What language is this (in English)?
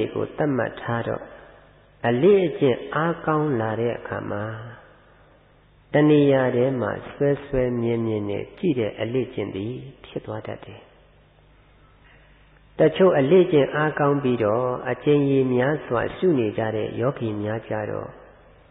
Burmese